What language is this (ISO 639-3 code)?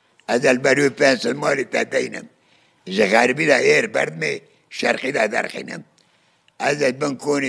kur